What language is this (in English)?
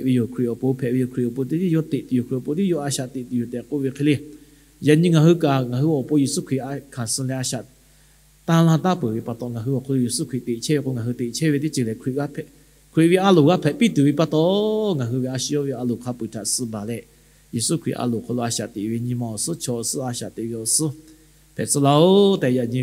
Lahu